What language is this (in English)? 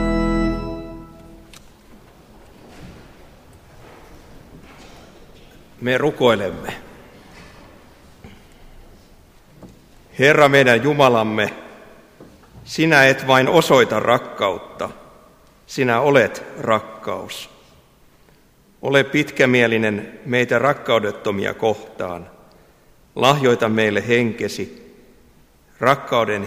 Finnish